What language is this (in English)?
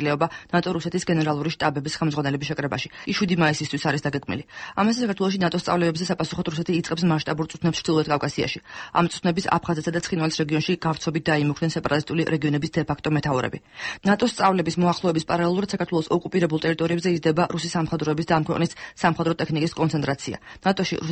Georgian